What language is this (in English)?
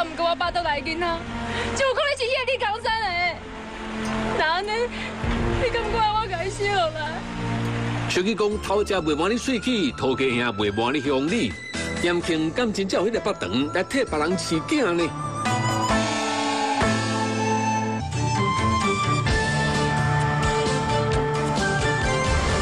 Min Nan Chinese